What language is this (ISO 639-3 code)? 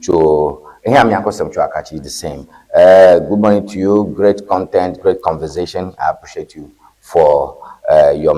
ewe